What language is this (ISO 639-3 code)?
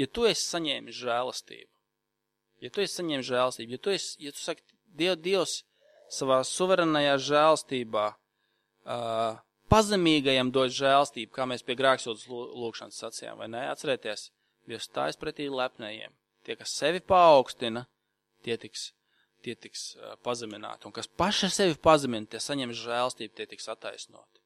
lav